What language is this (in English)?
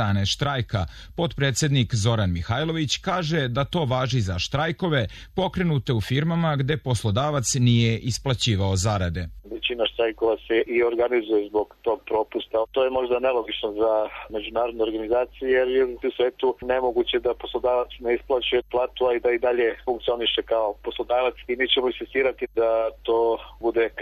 Serbian